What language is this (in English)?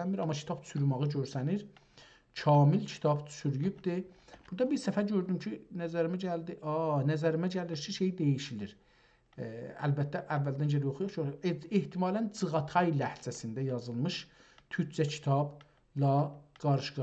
South Azerbaijani